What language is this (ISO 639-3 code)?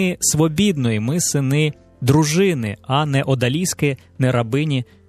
ukr